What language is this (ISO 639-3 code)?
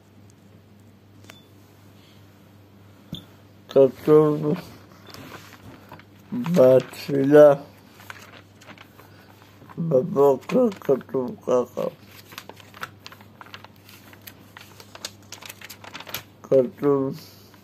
heb